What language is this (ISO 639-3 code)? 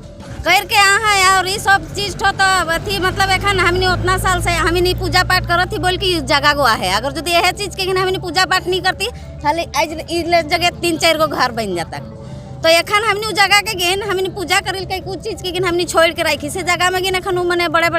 sck